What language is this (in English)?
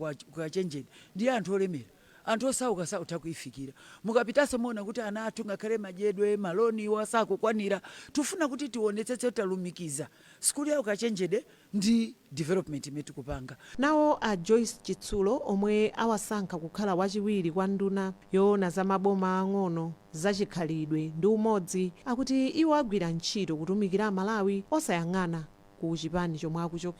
Nyanja